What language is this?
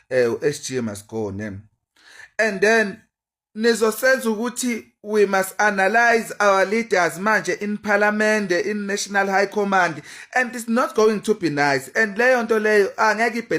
Zulu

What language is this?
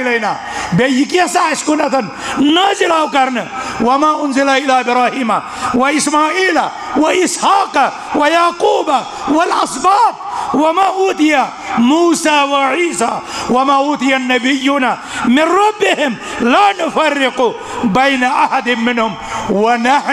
Kashmiri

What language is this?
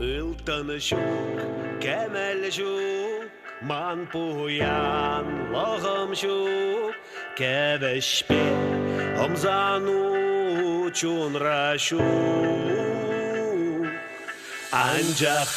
Chuvash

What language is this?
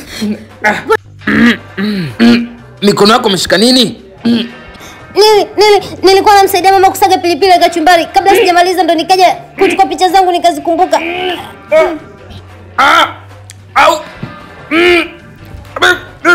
Swahili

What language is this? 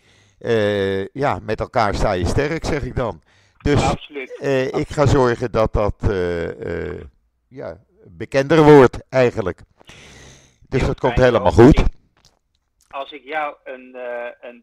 Dutch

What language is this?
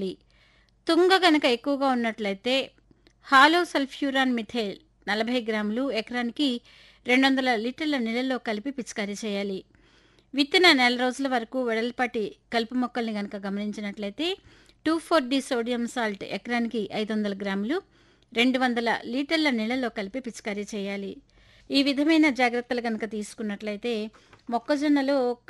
Telugu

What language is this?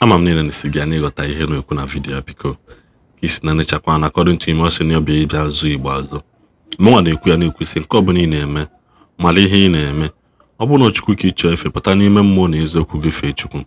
Igbo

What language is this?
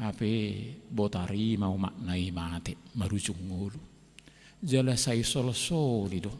Batak Toba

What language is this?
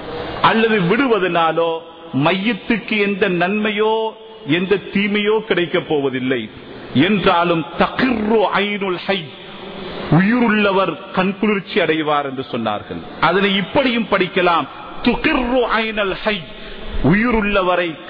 Tamil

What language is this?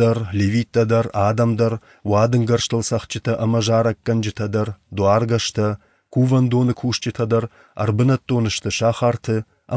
Ossetic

